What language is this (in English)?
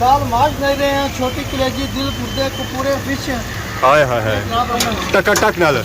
Pahari-Potwari